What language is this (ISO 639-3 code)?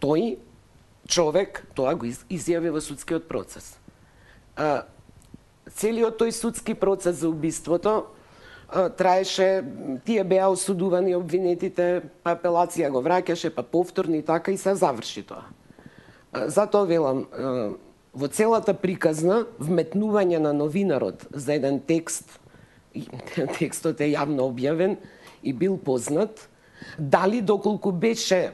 mkd